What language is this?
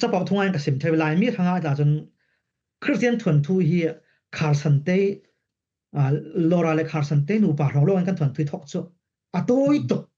Falam Chin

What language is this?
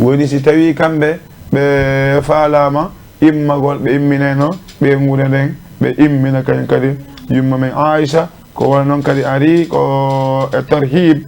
Fula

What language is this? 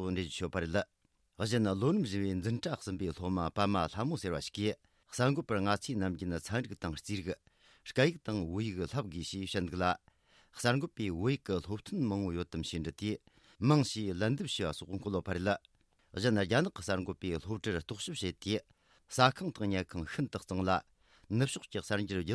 Tibetan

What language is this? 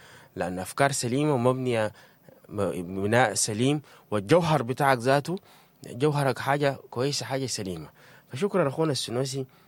Sudanese Arabic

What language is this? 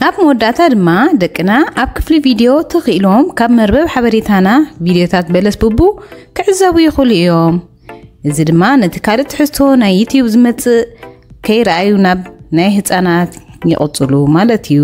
Tigrinya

